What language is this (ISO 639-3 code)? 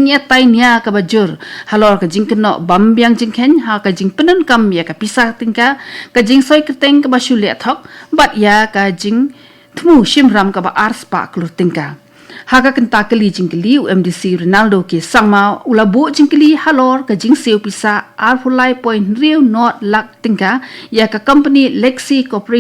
kha